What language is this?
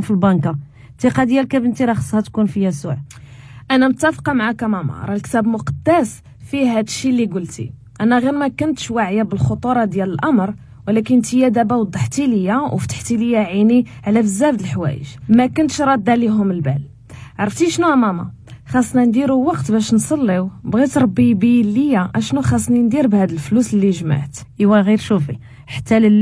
Moroccan Arabic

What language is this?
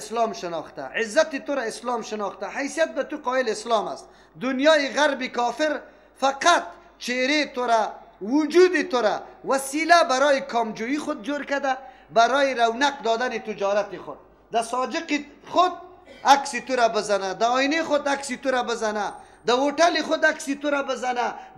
Persian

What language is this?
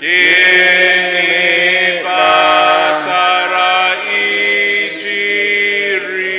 Igbo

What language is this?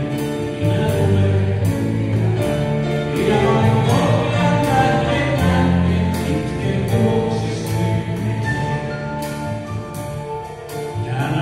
Finnish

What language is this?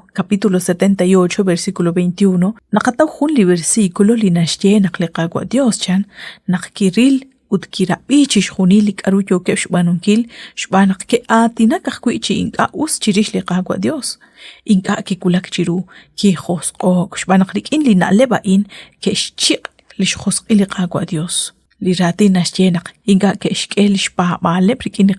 Kekchí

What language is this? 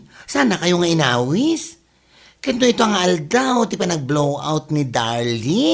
Iloko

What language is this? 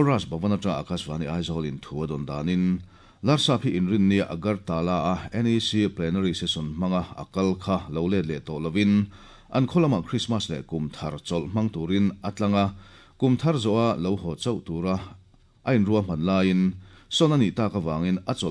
Mizo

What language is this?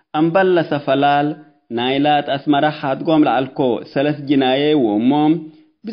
Tigre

